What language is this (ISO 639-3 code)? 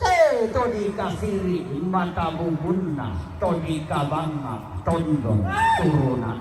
sda